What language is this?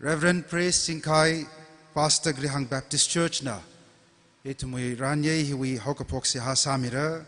Tangkhul Naga (India)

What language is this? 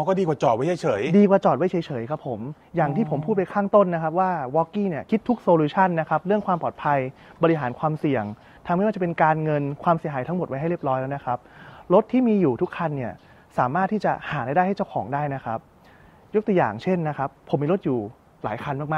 Thai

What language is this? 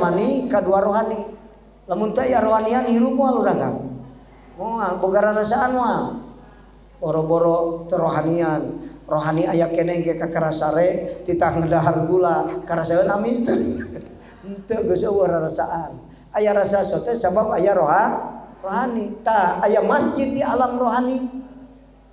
Sundanese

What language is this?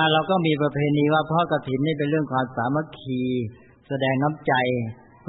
Thai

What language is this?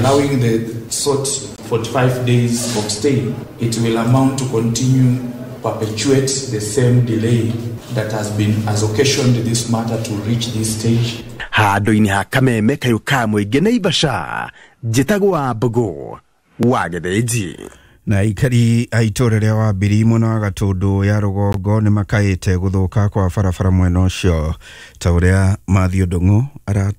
Kikuyu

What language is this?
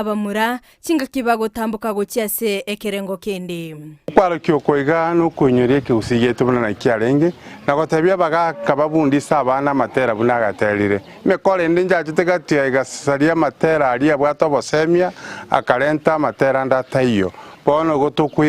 Gusii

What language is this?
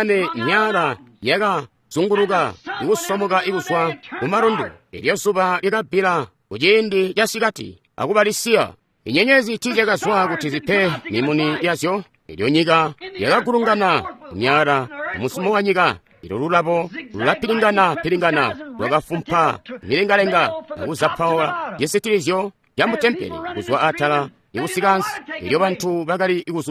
Tonga (Zambia)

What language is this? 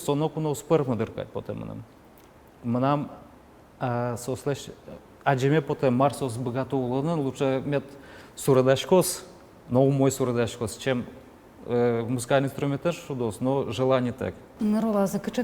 Udmurt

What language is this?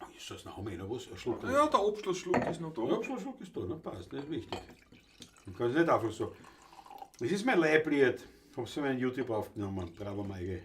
Bavarian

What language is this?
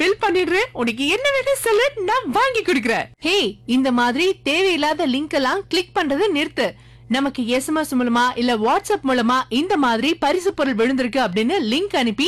Tamil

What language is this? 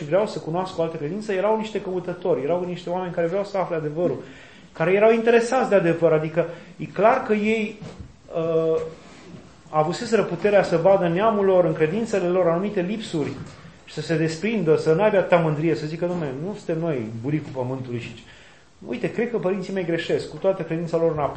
Romanian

